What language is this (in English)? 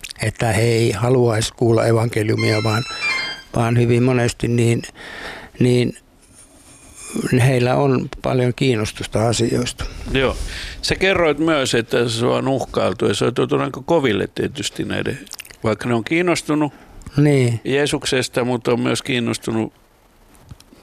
Finnish